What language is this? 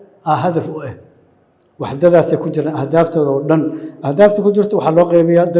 Somali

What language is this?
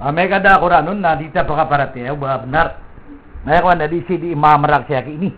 Maranao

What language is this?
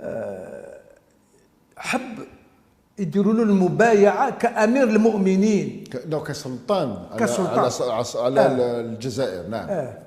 Algerian Arabic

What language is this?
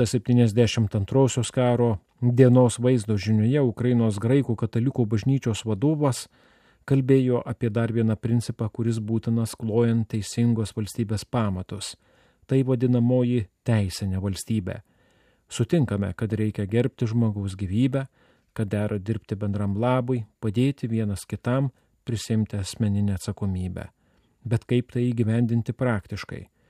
Lithuanian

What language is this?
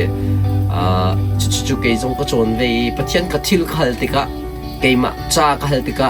Hakha Chin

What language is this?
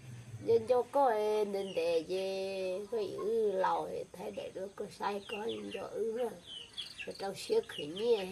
Hmong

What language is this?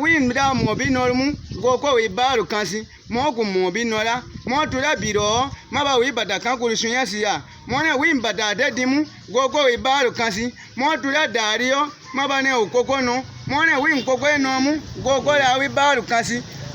Baatonum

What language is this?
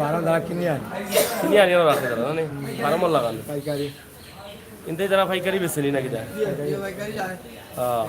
Sylheti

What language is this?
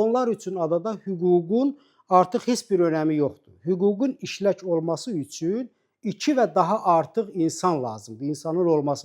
Azerbaijani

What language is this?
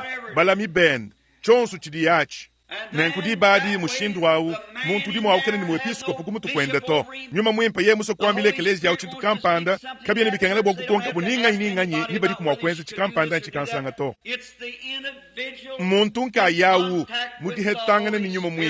Luba-Lulua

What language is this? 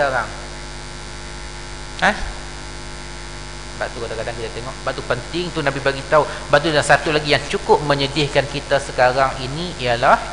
Malay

